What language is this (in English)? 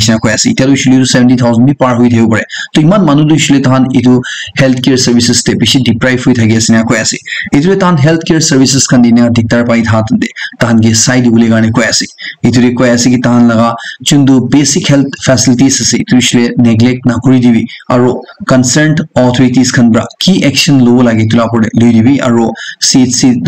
Naga Pidgin